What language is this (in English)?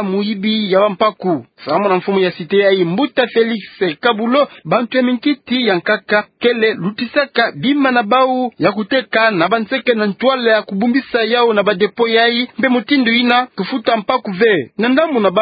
Kituba (Democratic Republic of Congo)